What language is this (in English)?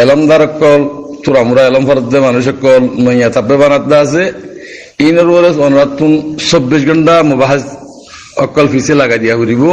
Rohingya